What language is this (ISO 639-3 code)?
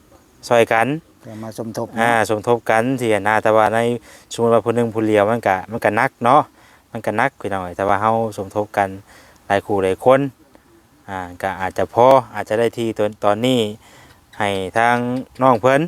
lao